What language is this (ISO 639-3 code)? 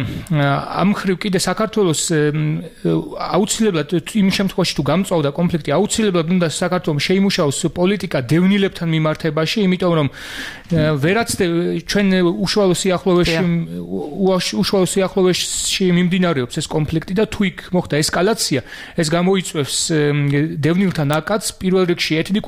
kat